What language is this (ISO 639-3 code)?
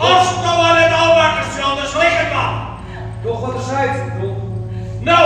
fry